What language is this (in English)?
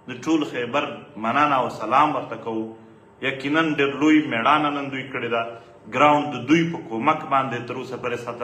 Pashto